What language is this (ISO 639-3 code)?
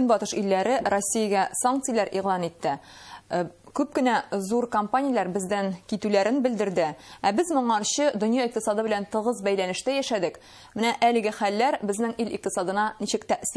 tat